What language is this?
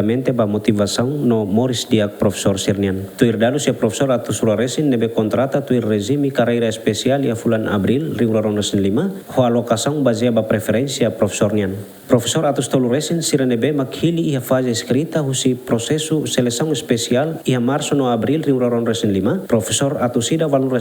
Tetum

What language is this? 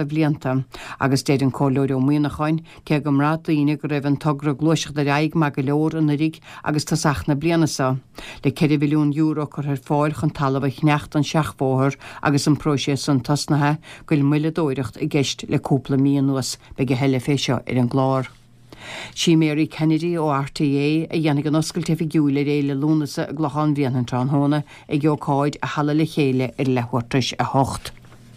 Irish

